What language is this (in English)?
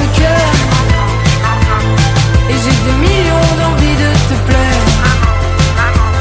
French